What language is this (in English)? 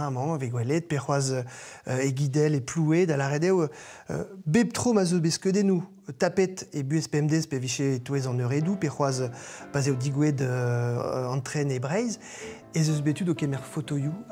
Breton